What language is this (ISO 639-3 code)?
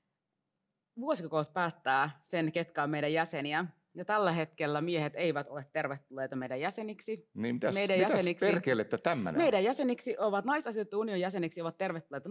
fin